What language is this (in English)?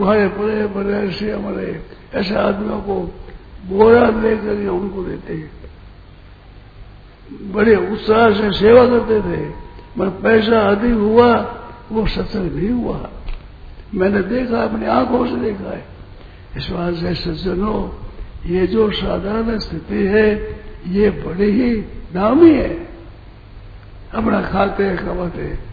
Hindi